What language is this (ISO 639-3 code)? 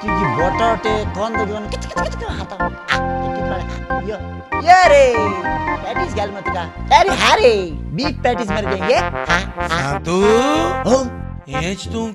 kok